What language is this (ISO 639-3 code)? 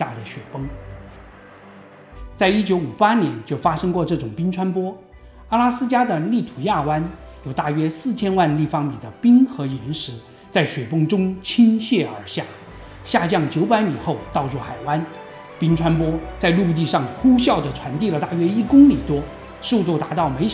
zho